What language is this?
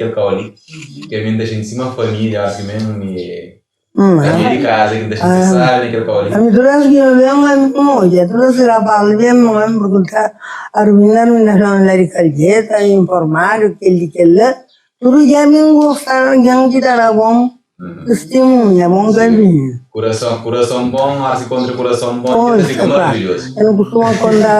Kabuverdianu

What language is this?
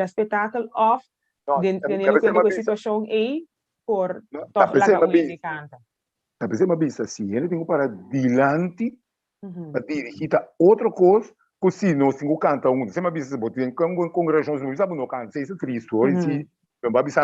Papiamento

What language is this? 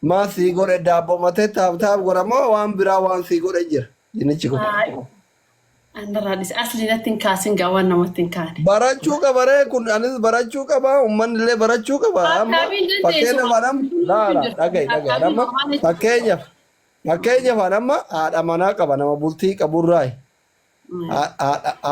Oromo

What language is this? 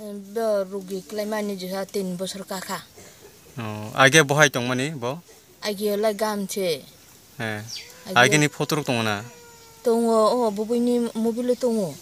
Kok Borok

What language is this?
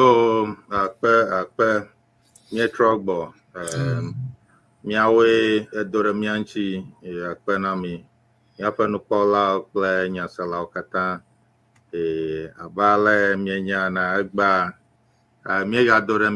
Ewe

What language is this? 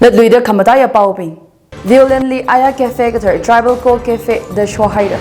Tangkhul Naga (India)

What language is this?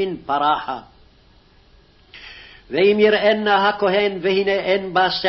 Hebrew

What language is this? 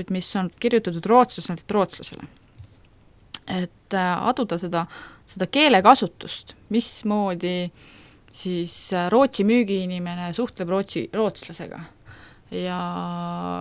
Estonian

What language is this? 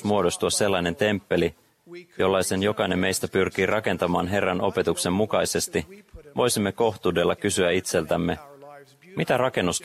Finnish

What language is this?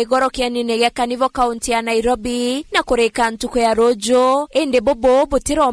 Meru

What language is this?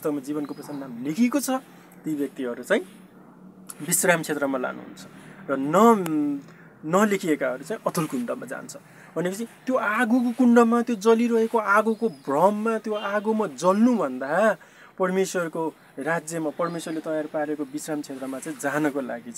Nepali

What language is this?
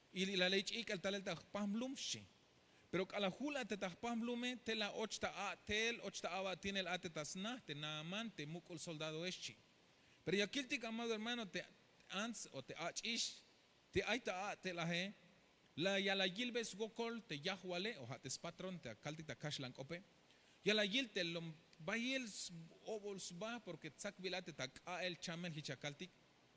Tzeltal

